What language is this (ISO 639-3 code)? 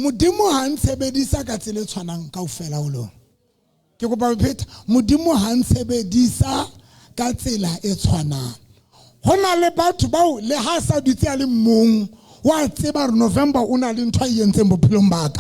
sot